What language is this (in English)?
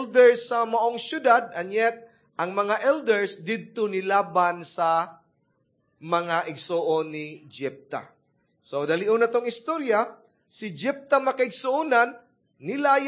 Cebuano